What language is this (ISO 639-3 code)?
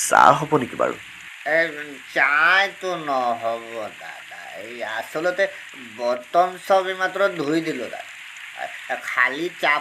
asm